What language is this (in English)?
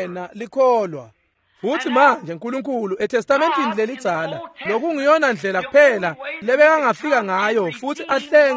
Swati